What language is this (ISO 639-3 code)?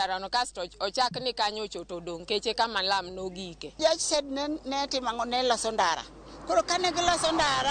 luo